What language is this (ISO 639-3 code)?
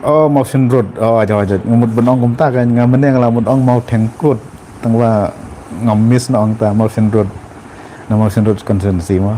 kha